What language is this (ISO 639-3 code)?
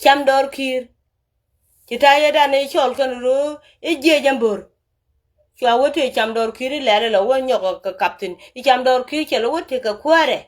nus